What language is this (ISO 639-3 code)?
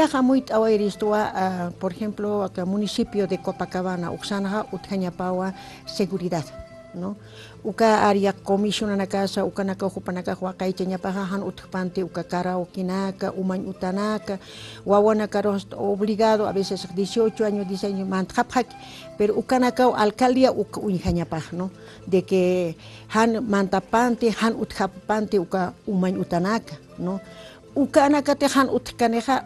aym